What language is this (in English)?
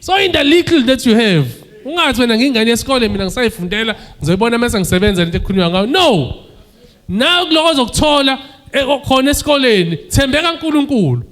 Zulu